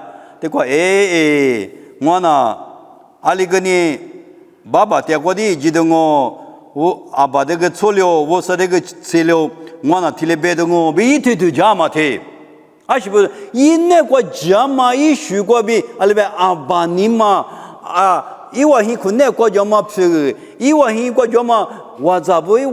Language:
Lisu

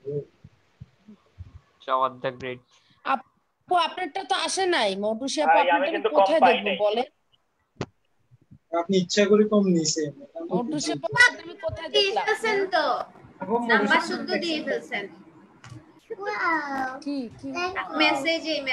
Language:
Bangla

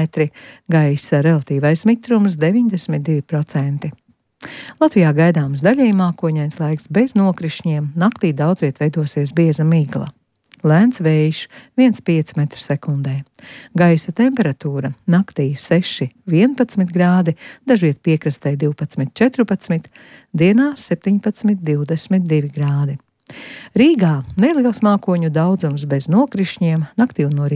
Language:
Latvian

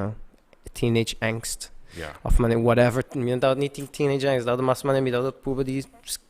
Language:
Papiamento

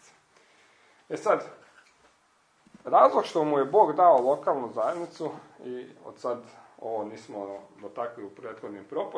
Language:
Croatian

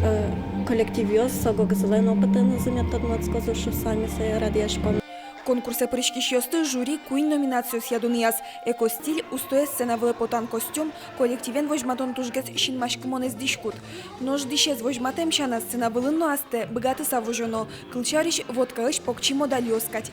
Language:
Udmurt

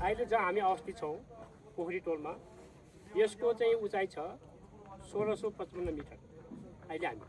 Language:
Nepali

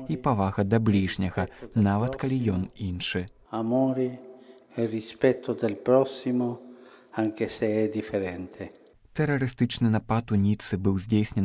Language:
Belarusian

